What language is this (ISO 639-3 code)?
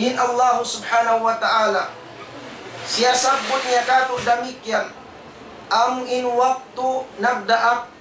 tsg